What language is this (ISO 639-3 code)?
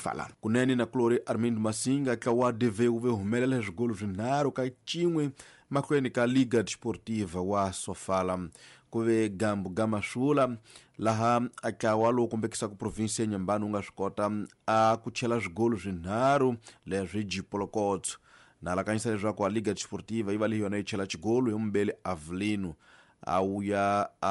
tso